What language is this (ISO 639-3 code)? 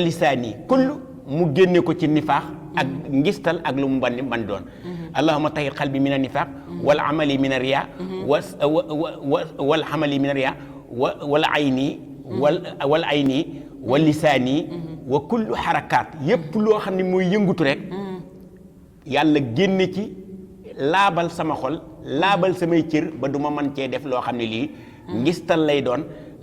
wol